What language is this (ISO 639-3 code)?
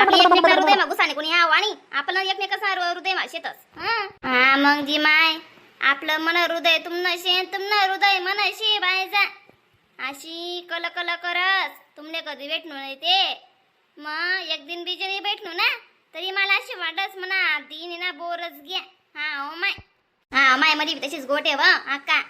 khn